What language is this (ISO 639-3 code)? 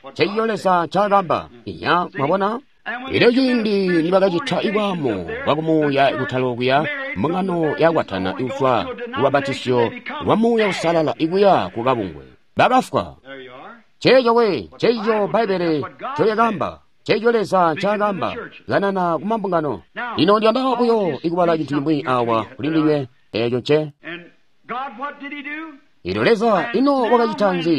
toi